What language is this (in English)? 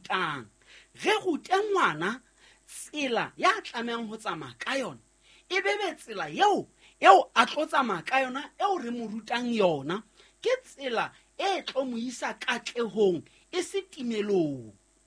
Southern Sotho